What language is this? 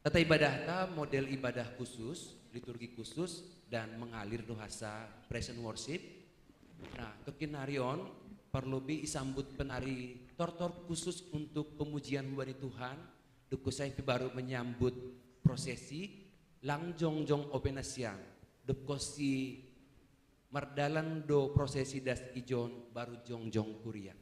Batak Simalungun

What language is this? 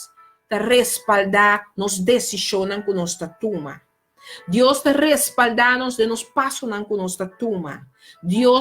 Papiamento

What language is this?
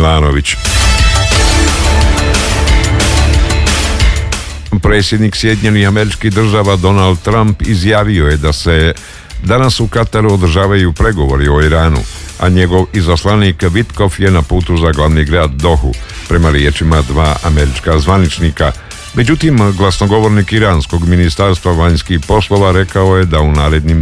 Croatian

